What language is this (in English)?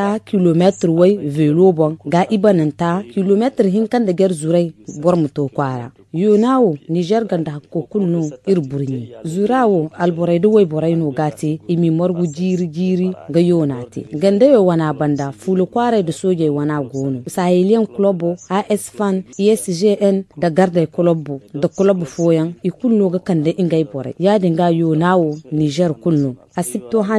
Zarma